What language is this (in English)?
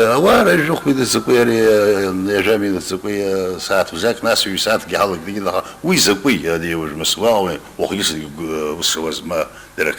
Abkhazian